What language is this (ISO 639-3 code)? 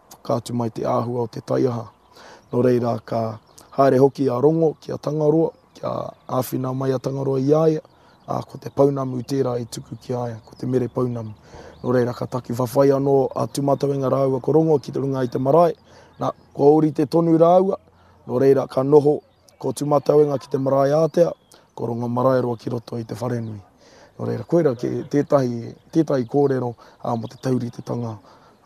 mri